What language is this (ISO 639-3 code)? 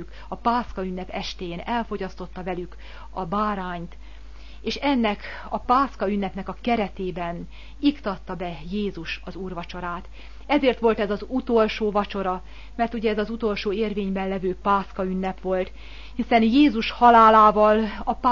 hun